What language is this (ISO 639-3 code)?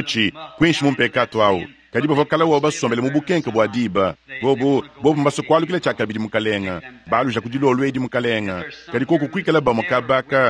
lua